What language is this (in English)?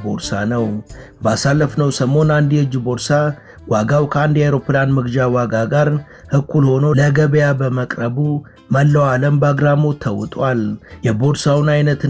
Amharic